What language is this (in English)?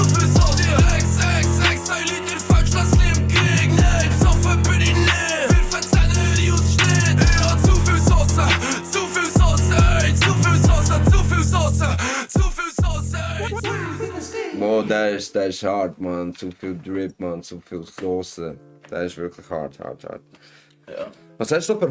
Swiss German